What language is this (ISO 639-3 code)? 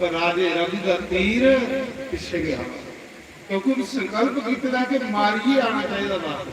doi